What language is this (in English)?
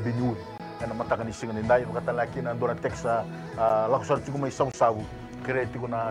Fijian